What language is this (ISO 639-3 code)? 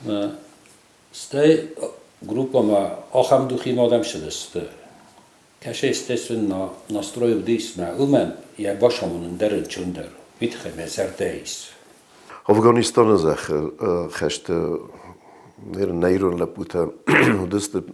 oss